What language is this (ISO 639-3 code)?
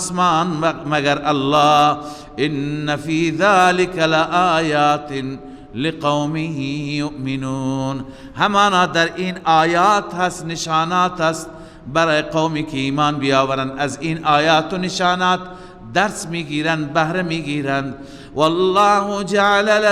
fas